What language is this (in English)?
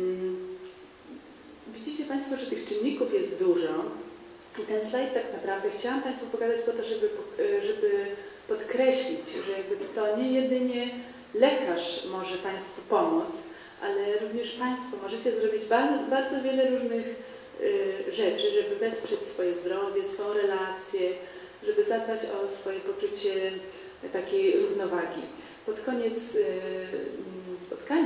Polish